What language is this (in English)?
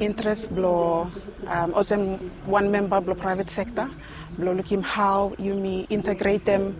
Bislama